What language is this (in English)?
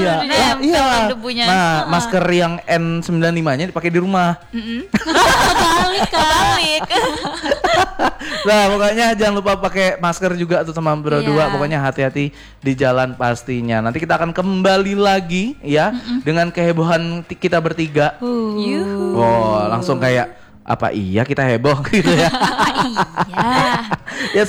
Indonesian